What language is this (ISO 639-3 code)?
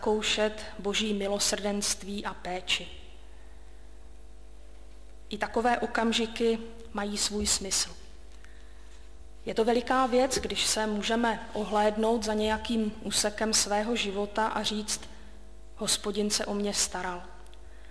ces